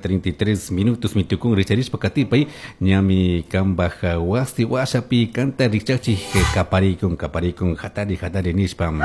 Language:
Chimborazo Highland Quichua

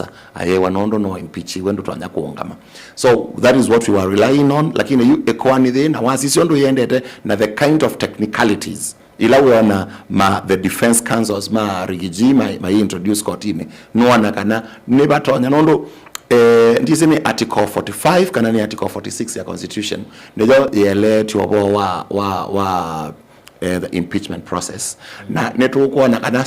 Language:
Kamba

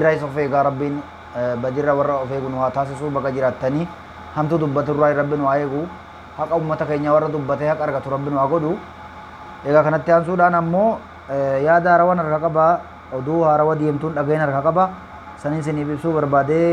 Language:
Oromo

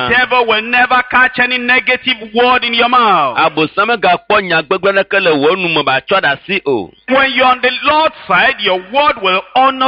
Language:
Ewe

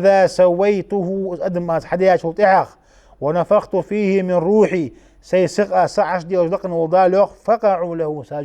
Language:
Ingush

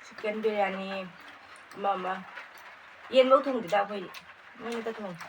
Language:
Manipuri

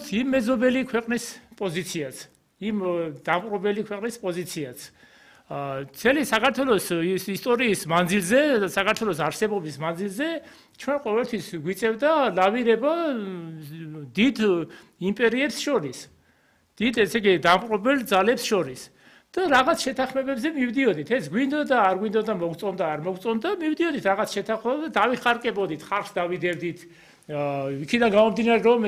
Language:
Georgian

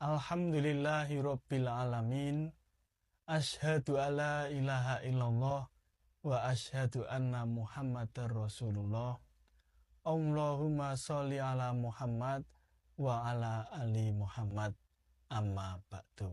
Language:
Javanese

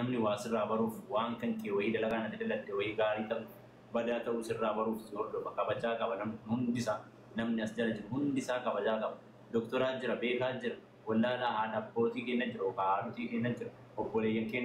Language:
Oromo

